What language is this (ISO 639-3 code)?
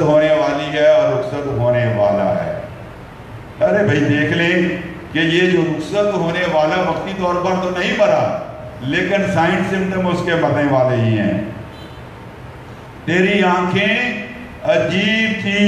urd